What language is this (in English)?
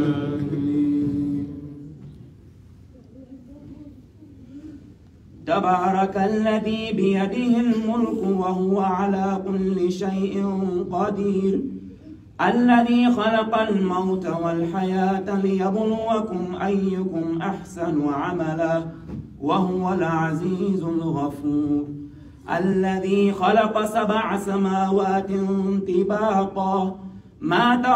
Arabic